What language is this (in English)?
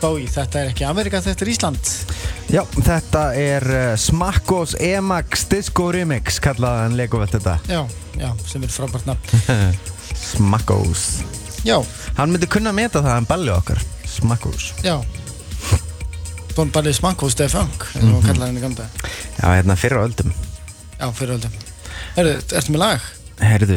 Icelandic